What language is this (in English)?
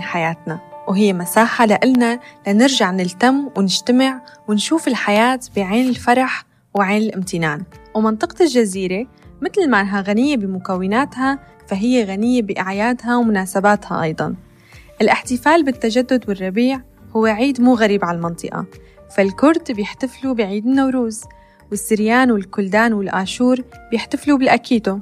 North Levantine Arabic